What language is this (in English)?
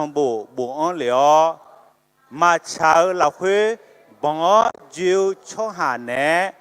Akha